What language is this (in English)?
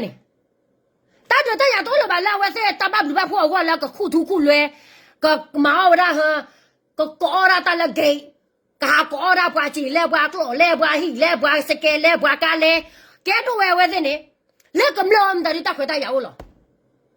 S'gaw Karen